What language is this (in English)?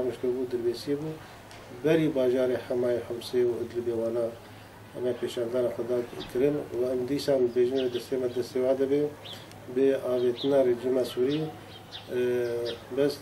Kurdish